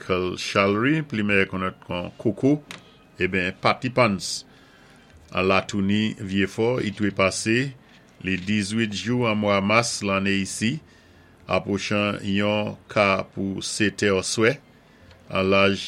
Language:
Saint Lucian Creole French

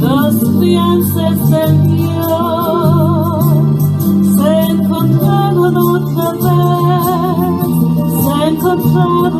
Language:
Ladino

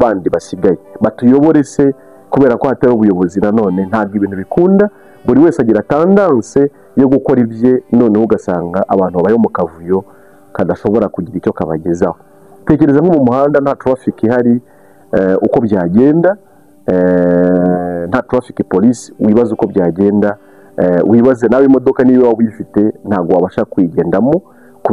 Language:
Kinyarwanda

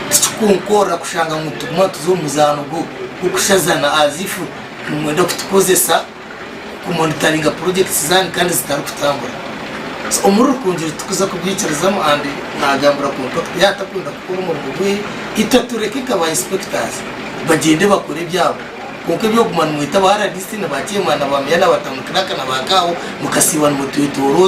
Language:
Nyankole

